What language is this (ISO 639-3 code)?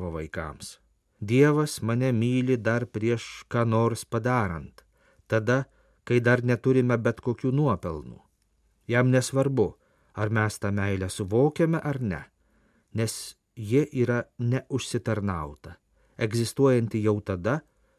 lit